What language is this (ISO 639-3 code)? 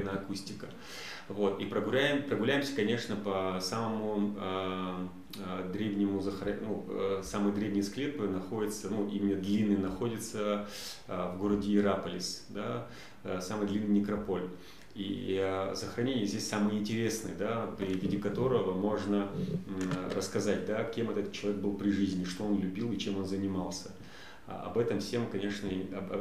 rus